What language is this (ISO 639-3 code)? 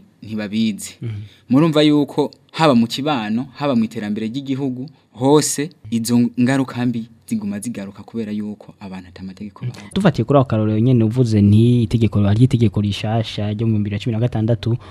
run